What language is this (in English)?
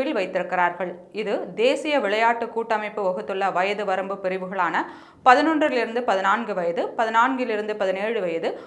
Tamil